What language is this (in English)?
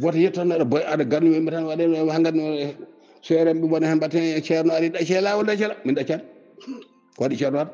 Fula